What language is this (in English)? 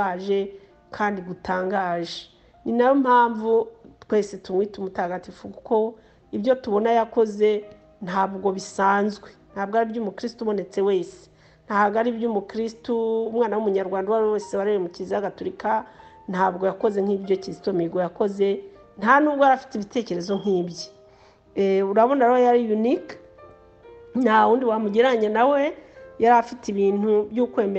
Kinyarwanda